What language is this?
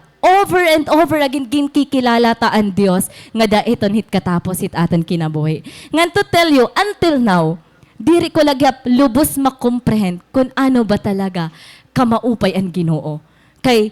Waray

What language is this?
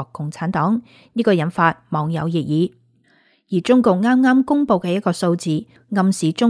Cantonese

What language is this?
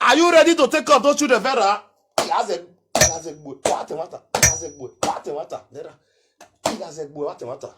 Nigerian Pidgin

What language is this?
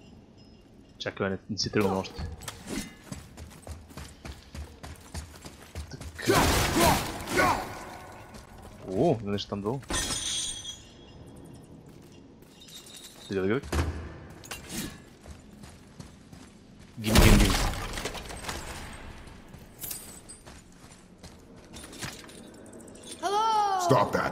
Bulgarian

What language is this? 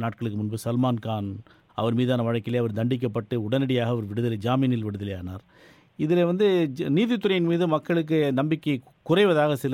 Tamil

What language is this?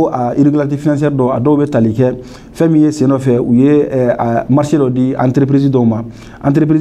Bambara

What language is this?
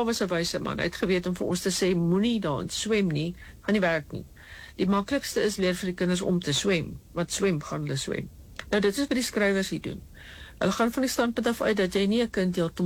Afrikaans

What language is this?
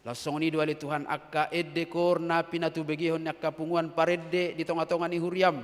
Batak Toba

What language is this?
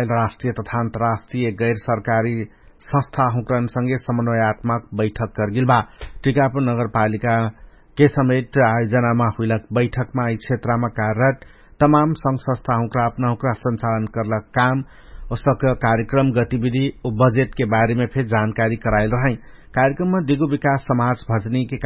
Dangaura Tharu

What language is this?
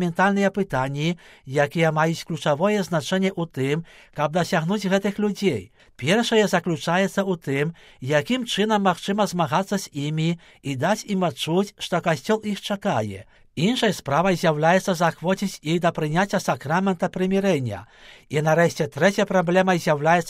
Belarusian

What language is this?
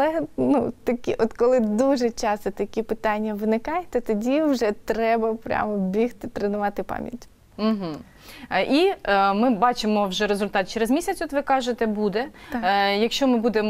Ukrainian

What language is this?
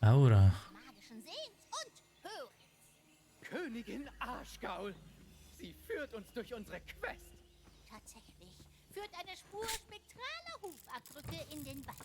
Swiss German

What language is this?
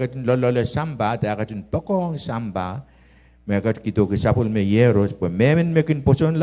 Pohnpeian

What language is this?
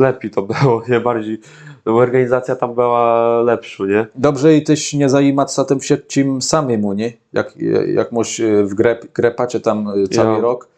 Kashubian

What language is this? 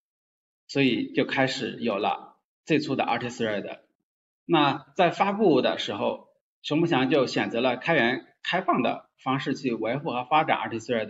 Chinese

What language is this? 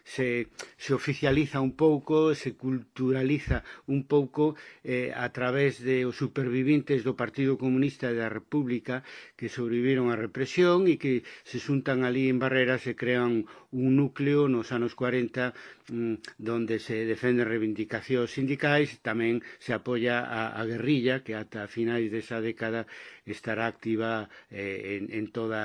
Galician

